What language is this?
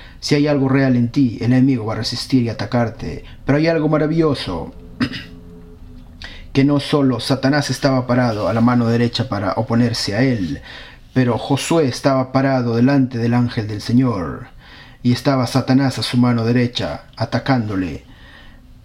Spanish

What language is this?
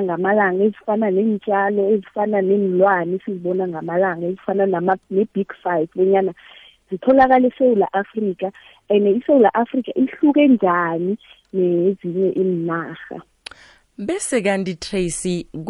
South Ndebele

